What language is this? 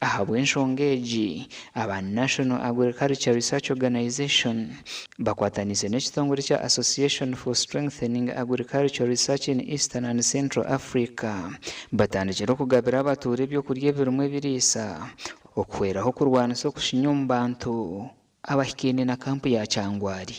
Nyankole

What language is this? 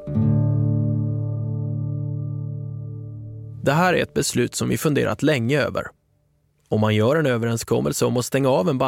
Swedish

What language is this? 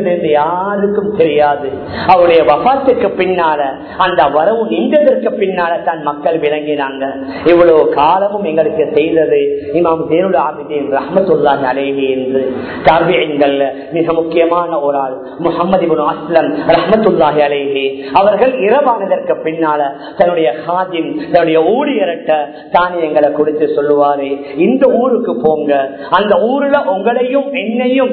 Tamil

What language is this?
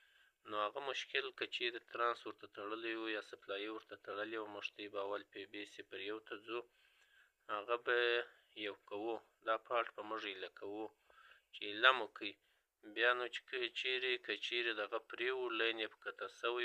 Pashto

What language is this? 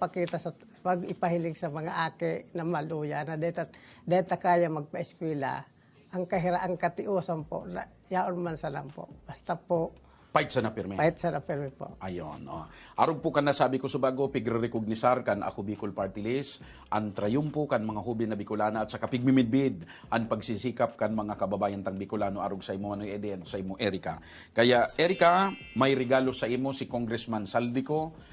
Bikol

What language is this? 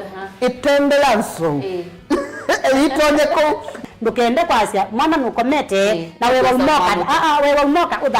Kamba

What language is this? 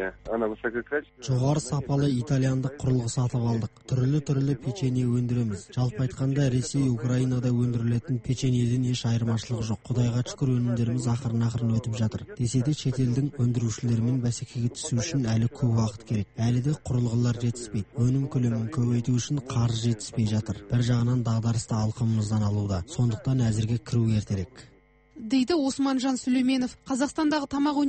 Kazakh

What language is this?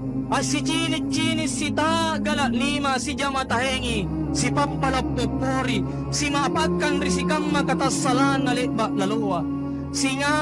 Makasar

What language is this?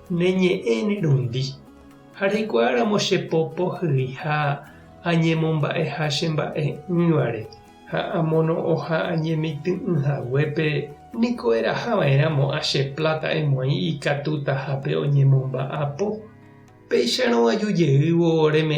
Guarani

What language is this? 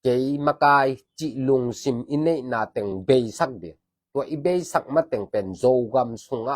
Tedim Chin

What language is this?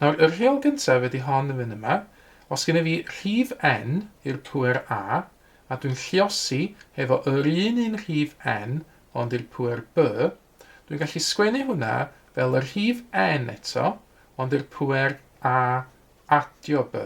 Welsh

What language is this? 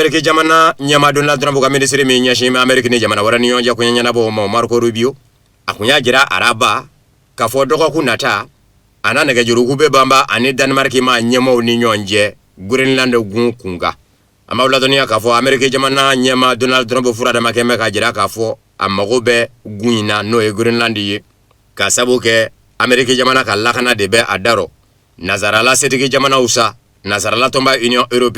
Bambara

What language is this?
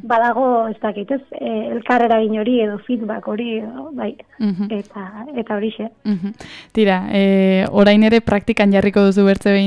Basque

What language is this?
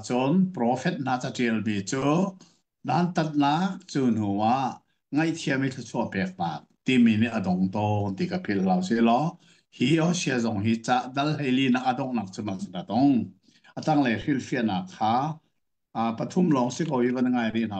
Hakha Chin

